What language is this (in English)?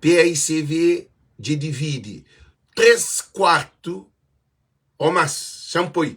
Kabuverdianu